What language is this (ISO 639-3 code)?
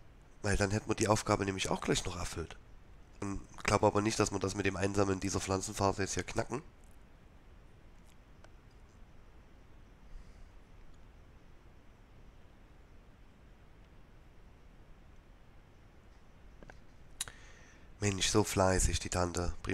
deu